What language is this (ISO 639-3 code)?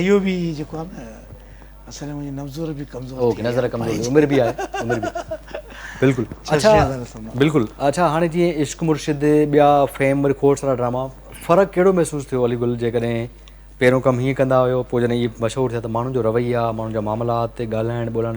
snd